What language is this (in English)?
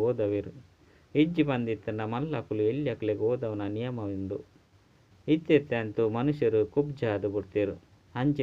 Tulu